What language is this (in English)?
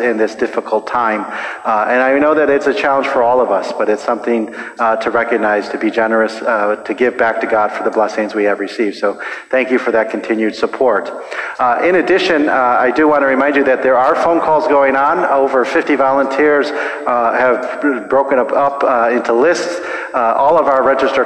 English